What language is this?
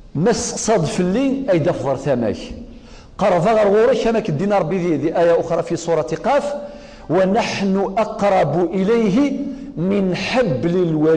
Kabyle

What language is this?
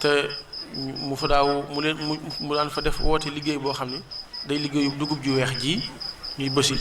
Wolof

